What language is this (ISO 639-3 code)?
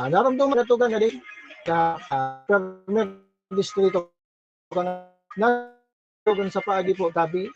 bik